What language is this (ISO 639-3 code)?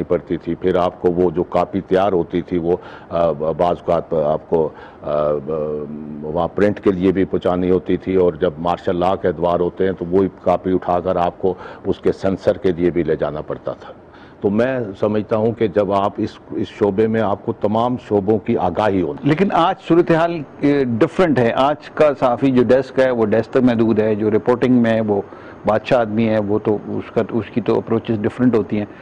urd